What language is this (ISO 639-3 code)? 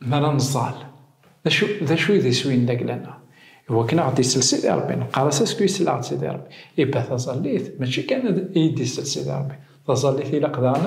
kab